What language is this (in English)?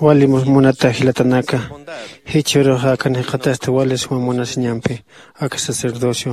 Aymara